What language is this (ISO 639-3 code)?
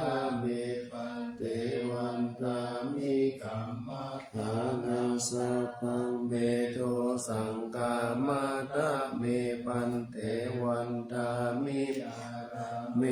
pli